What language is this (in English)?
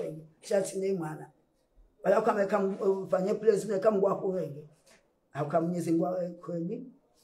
Swahili